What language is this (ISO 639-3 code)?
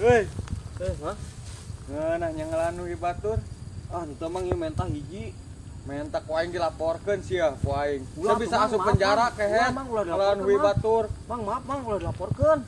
sun